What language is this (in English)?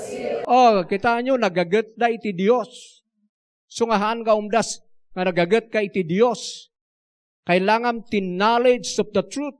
Iloko